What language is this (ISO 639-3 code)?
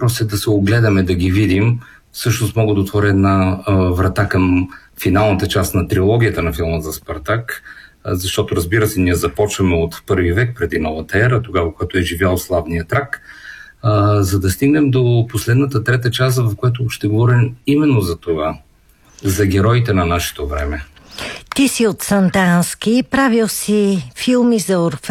bul